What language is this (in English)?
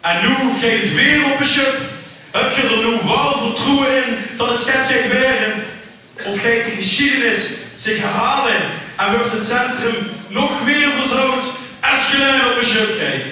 Limburgish